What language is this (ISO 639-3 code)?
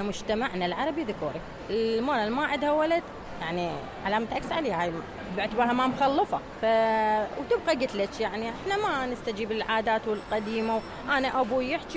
acm